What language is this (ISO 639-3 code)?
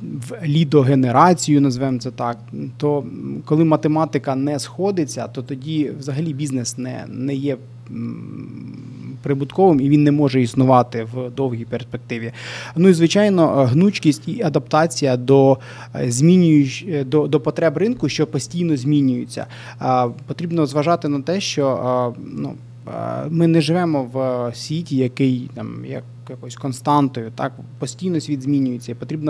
ukr